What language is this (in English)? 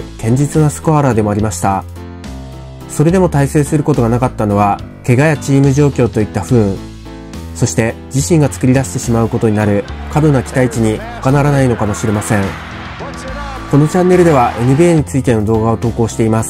Japanese